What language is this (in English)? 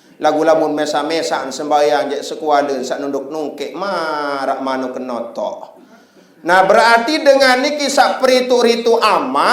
Sasak